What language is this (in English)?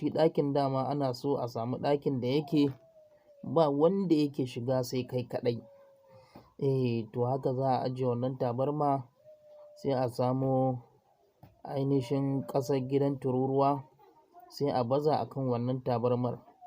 Hausa